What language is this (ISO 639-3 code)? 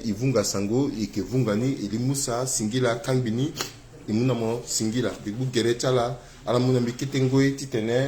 sag